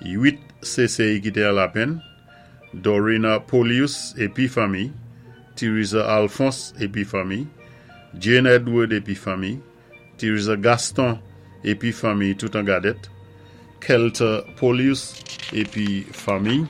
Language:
Saint Lucian Creole French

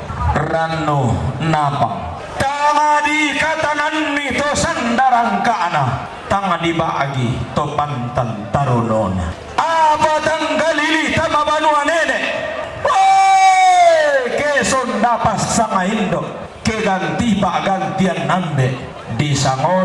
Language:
Toraja-Sa'dan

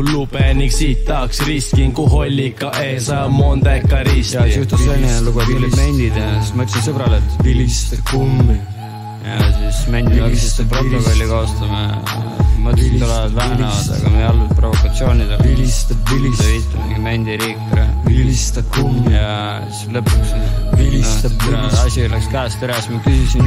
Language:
Estonian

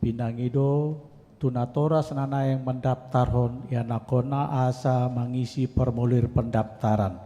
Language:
Batak Toba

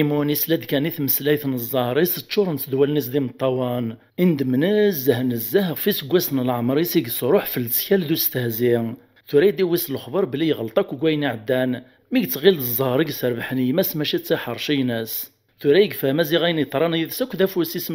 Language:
Kabyle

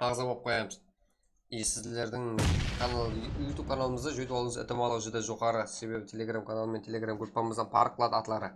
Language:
Kara-Kalpak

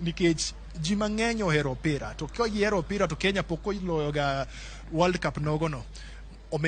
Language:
Luo (Kenya and Tanzania)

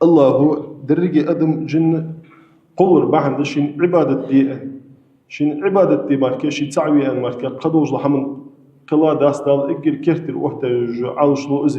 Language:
Ingush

